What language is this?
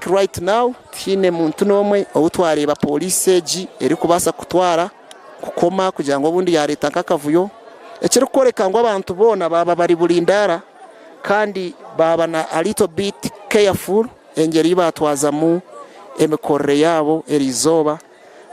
Nyankole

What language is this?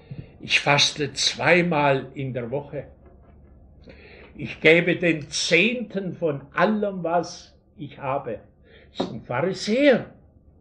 German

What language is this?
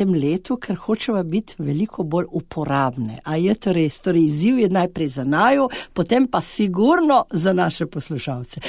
Slovenian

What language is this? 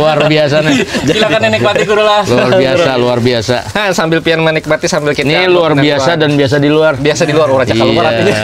Banjar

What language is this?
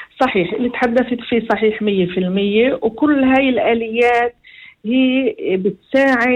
North Levantine Arabic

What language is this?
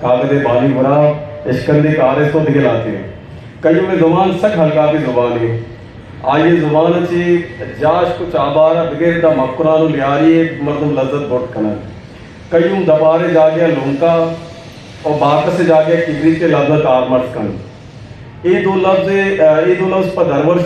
Eastern Balochi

